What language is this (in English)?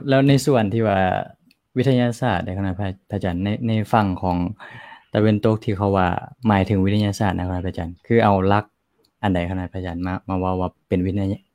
Lao